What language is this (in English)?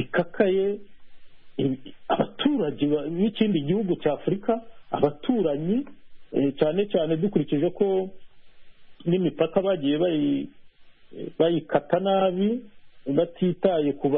Kinyarwanda